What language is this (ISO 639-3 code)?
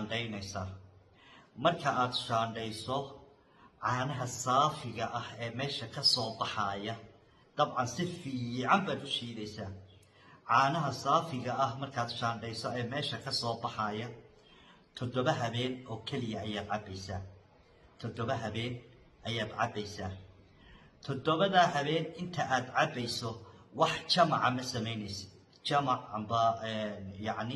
som